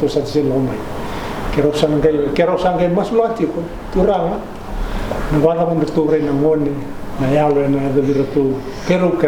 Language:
Fijian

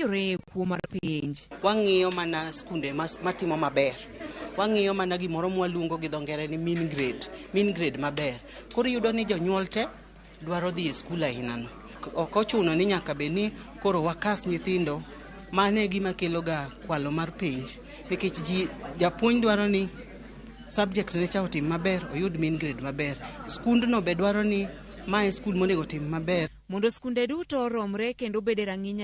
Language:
Luo (Kenya and Tanzania)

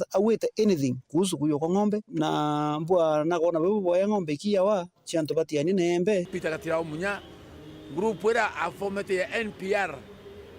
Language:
Meru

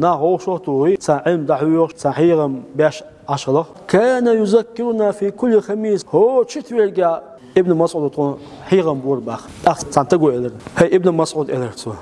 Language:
Chechen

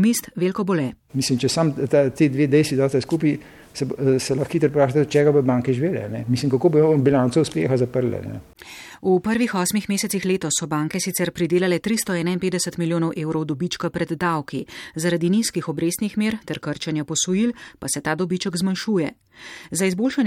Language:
Slovenian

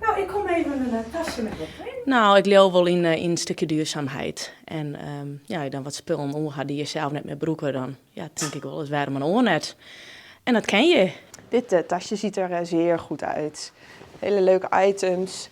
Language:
Western Frisian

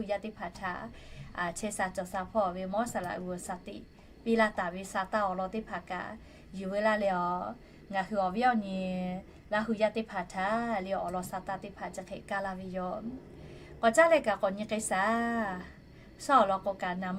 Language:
Lahu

